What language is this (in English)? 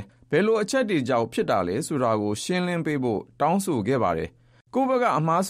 Burmese